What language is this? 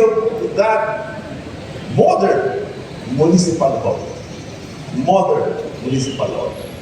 Hiligaynon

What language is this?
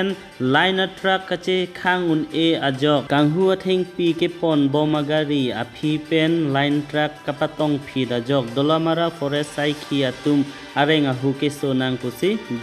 Karbi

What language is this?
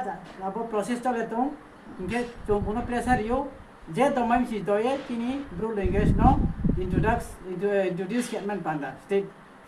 Riang (India)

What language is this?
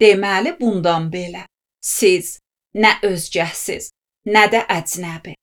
Azerbaijani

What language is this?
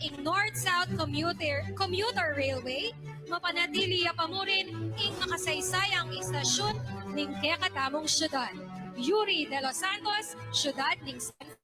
Pampanga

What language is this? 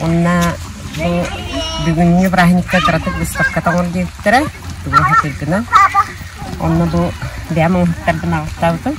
Yakut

